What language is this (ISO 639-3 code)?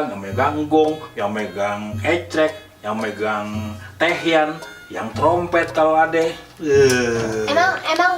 bew